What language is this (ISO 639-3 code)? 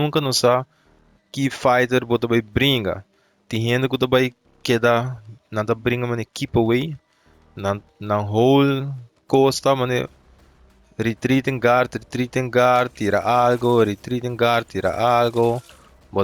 pap